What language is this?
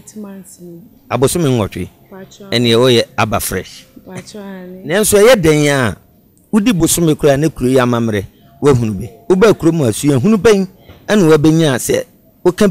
Akan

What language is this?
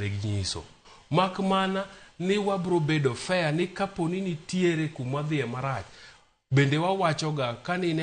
Luo (Kenya and Tanzania)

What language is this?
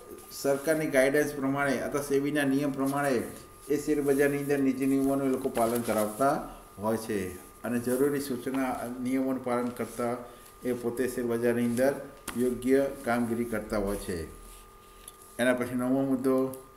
Gujarati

